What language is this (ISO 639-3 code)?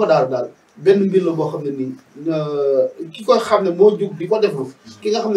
wol